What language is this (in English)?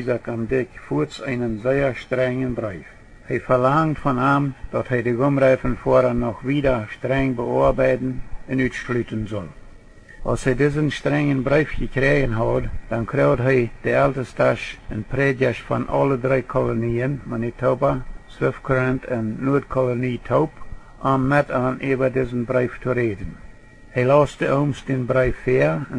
Plautdietsch